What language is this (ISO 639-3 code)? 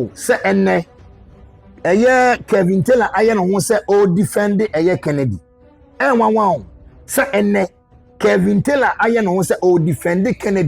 aka